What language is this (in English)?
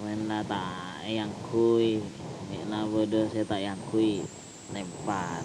Madurese